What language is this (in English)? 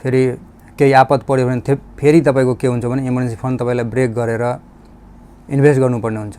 Nepali